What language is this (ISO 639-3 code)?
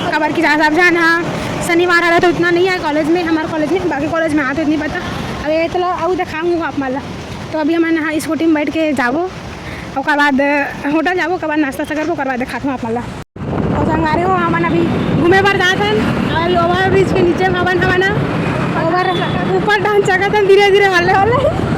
hne